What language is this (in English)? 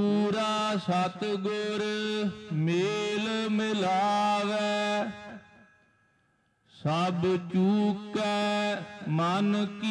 Punjabi